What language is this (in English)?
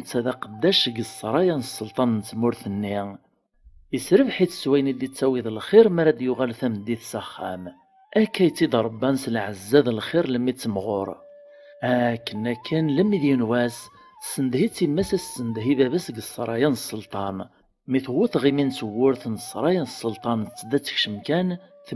Kabyle